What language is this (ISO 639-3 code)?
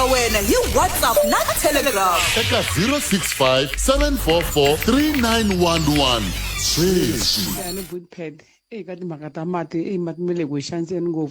tso